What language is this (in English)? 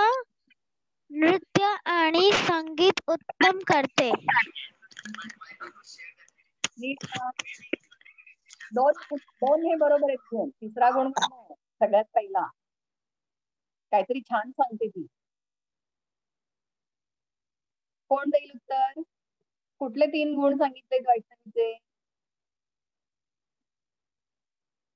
Marathi